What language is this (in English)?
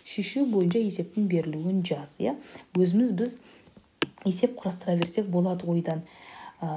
Kazakh